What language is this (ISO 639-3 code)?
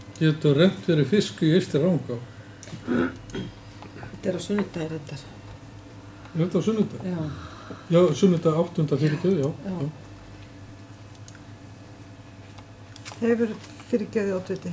isl